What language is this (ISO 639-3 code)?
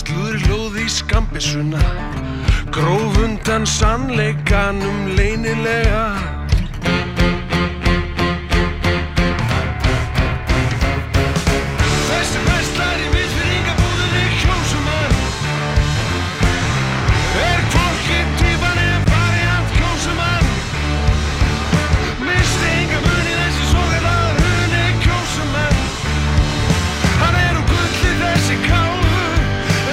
isl